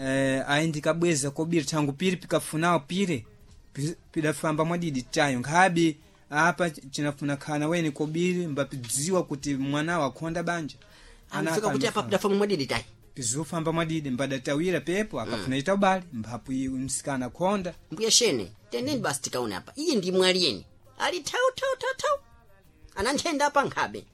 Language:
Sena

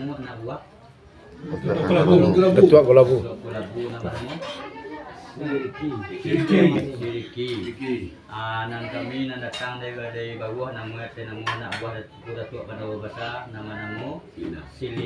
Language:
Minangkabau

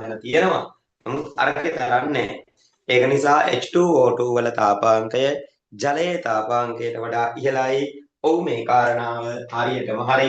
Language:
Sinhala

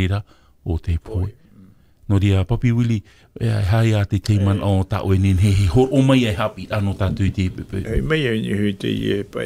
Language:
Tahitian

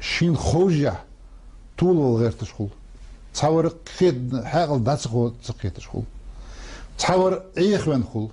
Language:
Ingush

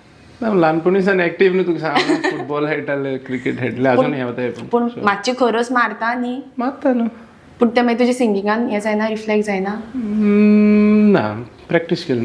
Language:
Konkani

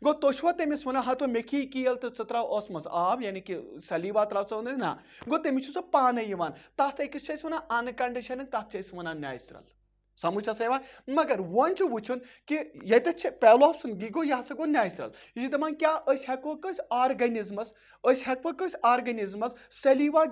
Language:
Kashmiri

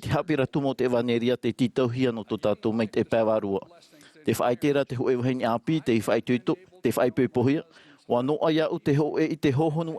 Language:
Tahitian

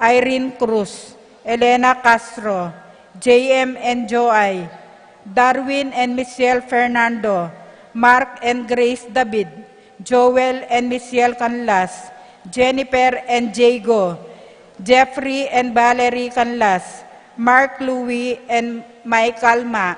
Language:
Pampanga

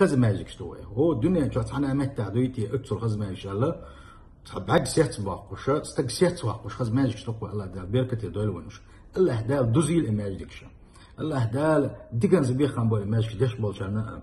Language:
Chechen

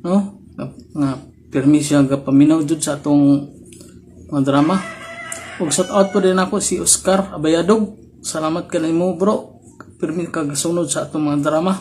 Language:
Cebuano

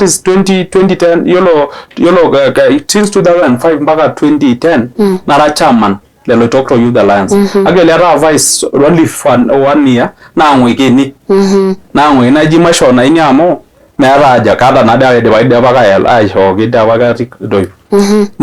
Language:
Masai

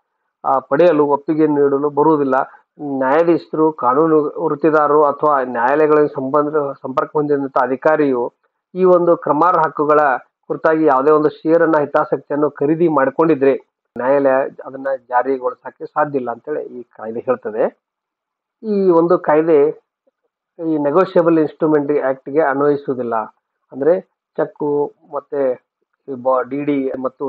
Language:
Kannada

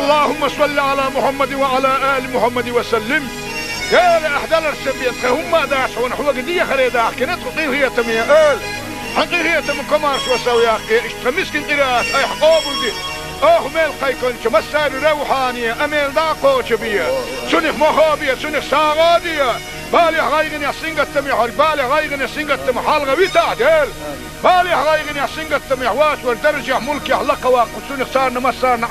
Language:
Chechen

